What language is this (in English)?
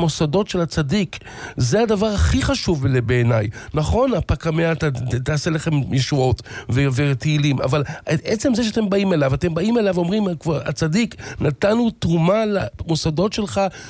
Hebrew